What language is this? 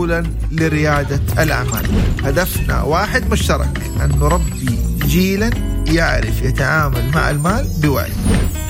Arabic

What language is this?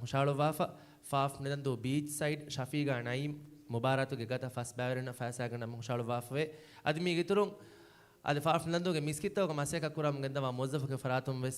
Divehi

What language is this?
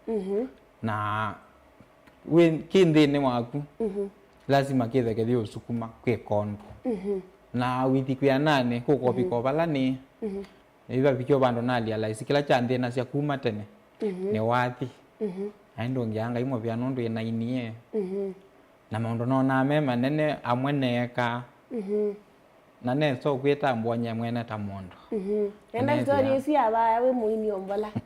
Kamba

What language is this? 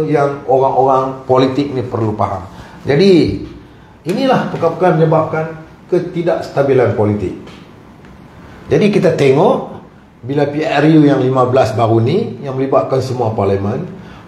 Malay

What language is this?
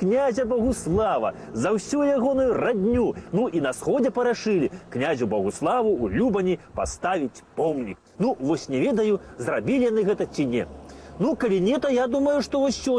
Belarusian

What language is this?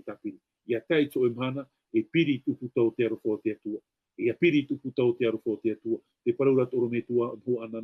Tahitian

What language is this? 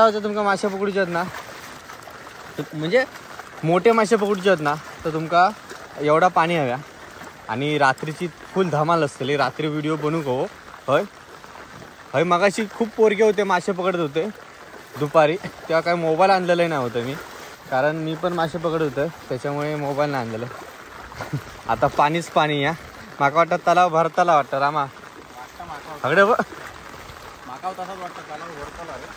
Marathi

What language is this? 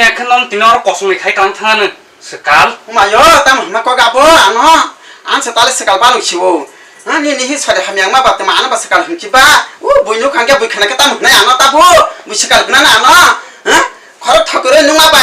Kok Borok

